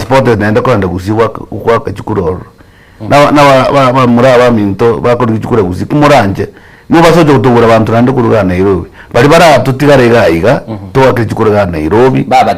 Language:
Gusii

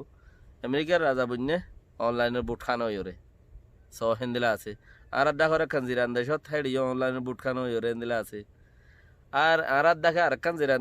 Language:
Rohingya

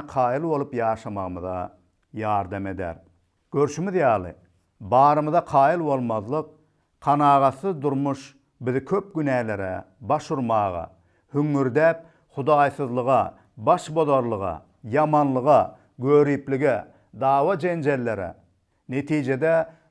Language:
Turkmen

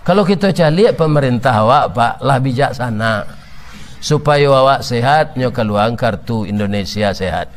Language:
Minangkabau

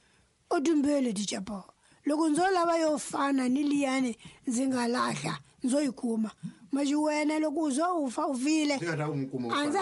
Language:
Tsonga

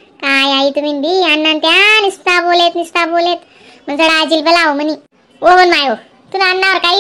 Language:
Khandesi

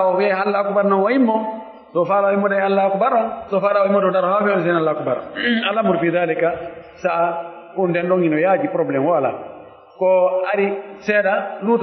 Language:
Pular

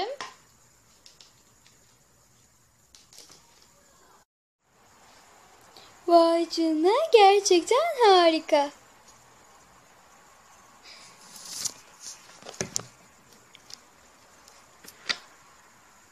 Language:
Turkish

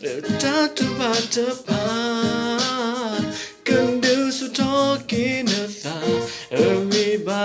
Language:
S'gaw Karen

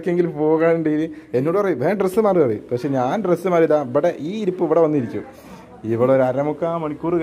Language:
Malayalam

